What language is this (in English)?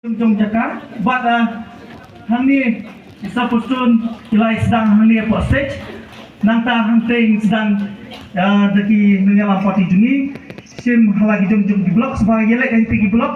Khasi